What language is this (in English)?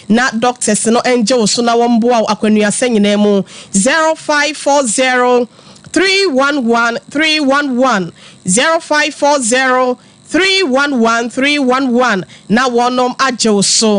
Akan